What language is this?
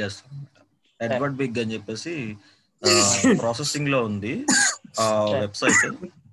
Telugu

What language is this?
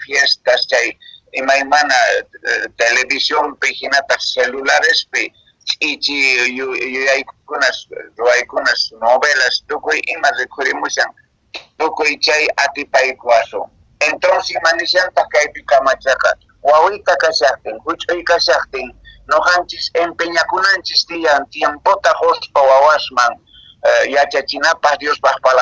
Quechua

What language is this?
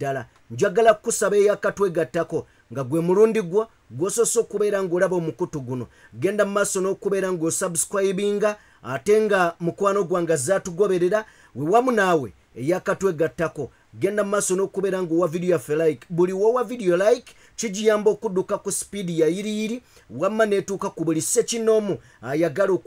Ganda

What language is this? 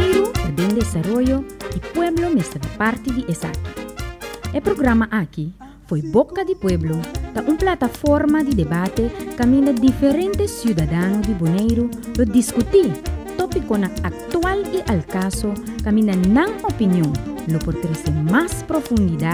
Papiamento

